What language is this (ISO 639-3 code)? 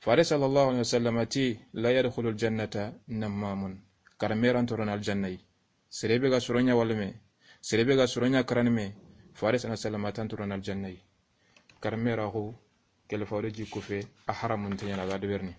snk